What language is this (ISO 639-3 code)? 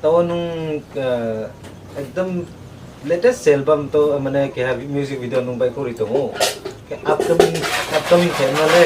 ria